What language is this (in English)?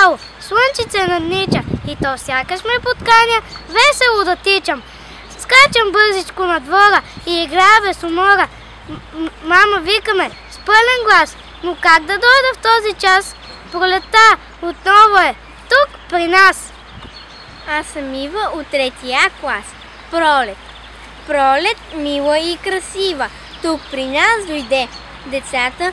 Bulgarian